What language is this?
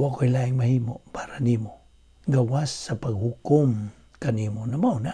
Cebuano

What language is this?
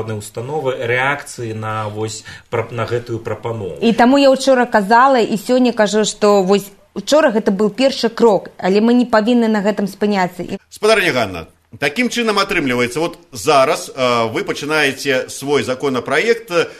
Belarusian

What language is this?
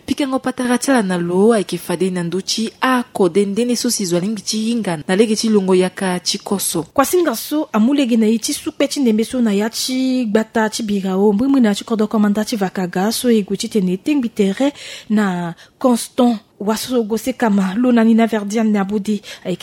Sango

